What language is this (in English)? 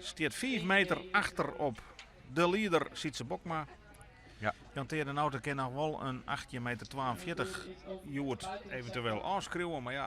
Western Frisian